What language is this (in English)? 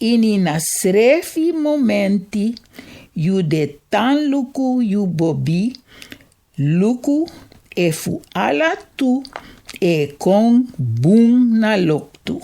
Sranan Tongo